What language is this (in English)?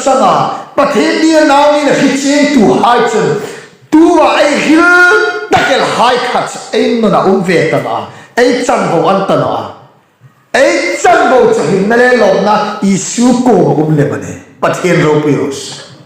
Hmar